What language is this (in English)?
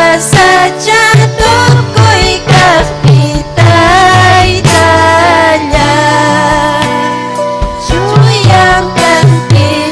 Ayacucho Quechua